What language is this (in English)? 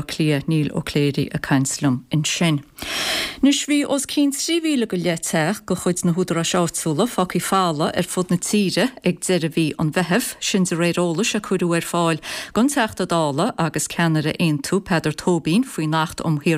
Irish